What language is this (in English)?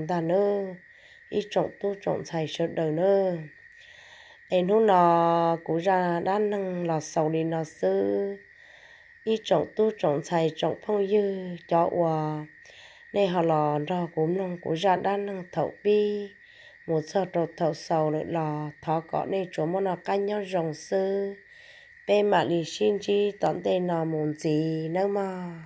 Hmong